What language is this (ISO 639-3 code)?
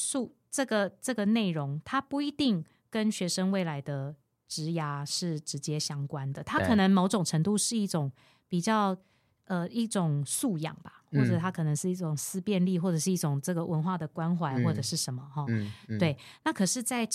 zho